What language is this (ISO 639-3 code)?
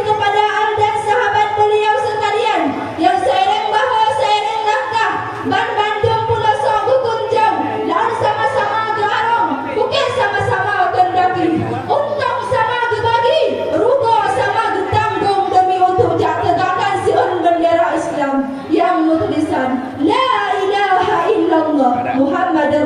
ace